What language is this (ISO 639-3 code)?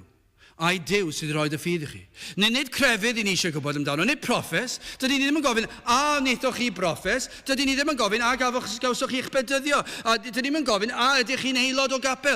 cym